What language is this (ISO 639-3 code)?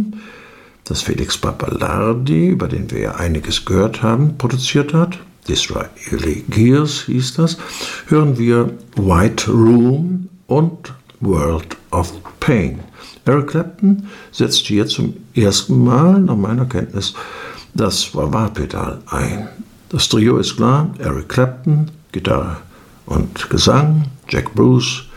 deu